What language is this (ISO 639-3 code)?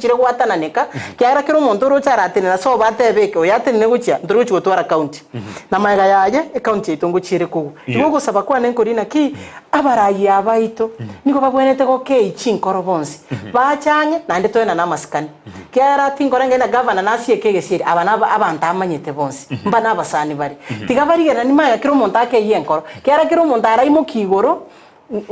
guz